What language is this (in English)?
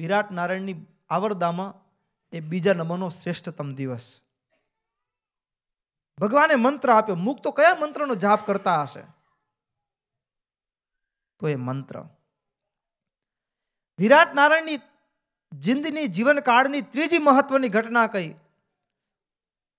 Gujarati